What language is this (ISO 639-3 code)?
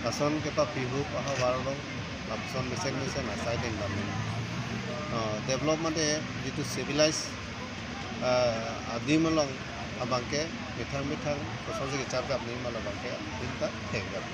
mjw